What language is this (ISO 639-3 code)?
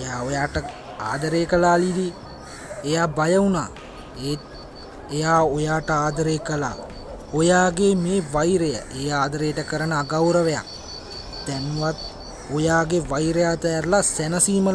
sin